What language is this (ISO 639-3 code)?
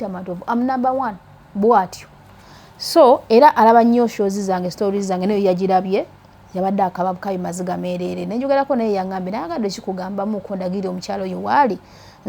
lug